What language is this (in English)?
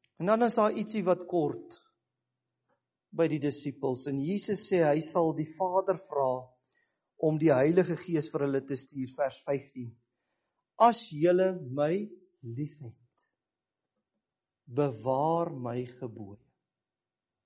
Afrikaans